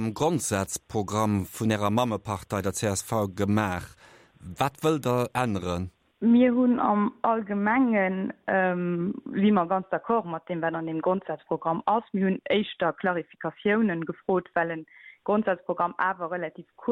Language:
Luxembourgish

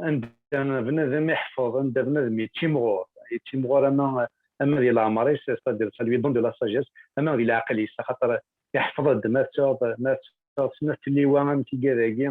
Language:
Kabyle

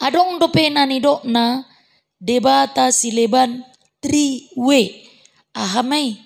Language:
Batak Toba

